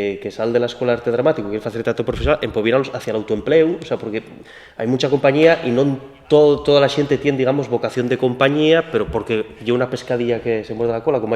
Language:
Asturian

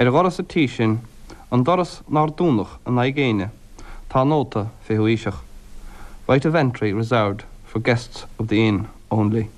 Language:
Irish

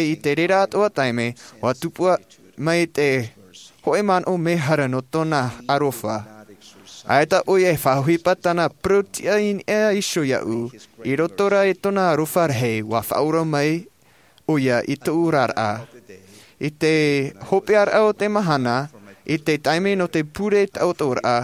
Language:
Tahitian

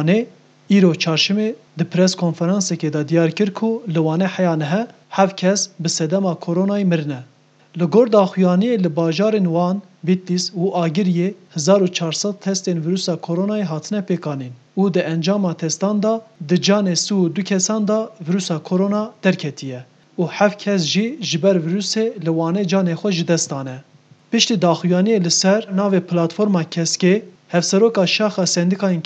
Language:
Kurdish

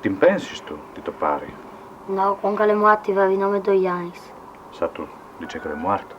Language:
Friulian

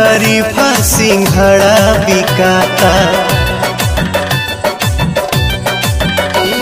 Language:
Bhojpuri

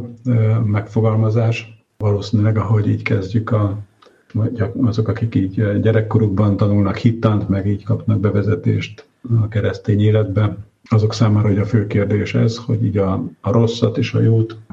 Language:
Hungarian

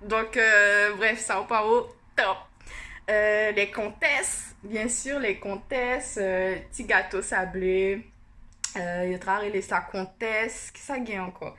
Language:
Guianese Creole French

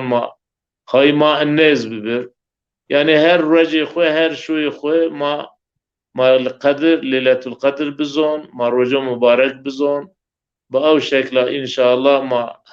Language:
Zaza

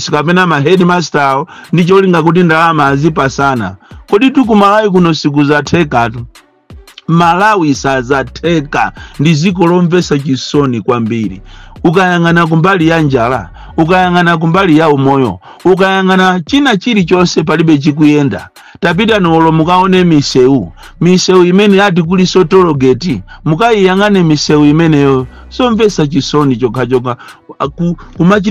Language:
Nyanja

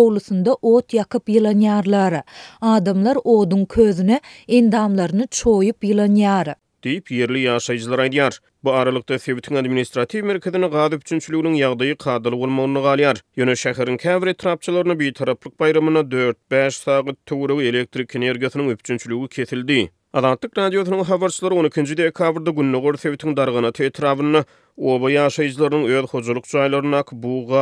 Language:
Turkmen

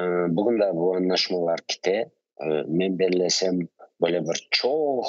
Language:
Crimean Tatar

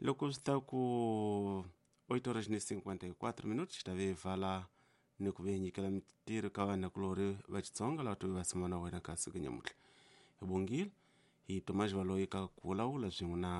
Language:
Tsonga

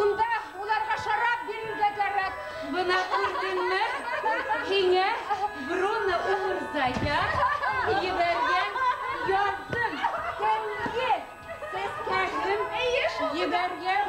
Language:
Bashkir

